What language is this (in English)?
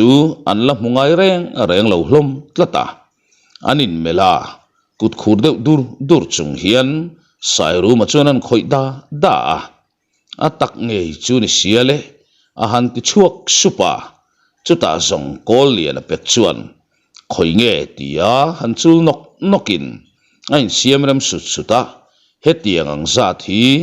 Mizo